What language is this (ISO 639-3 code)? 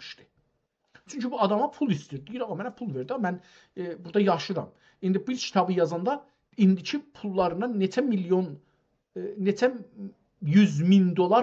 azb